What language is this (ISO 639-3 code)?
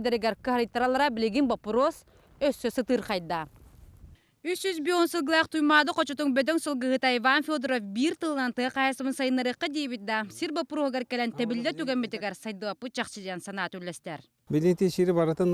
sah